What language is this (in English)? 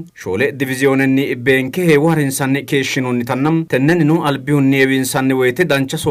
Sidamo